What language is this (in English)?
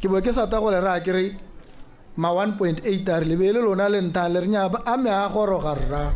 Tswana